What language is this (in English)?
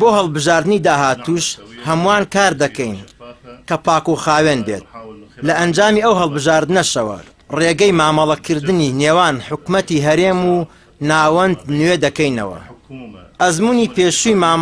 Central Kurdish